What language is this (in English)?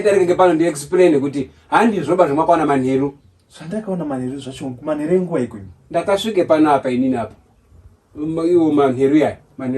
Shona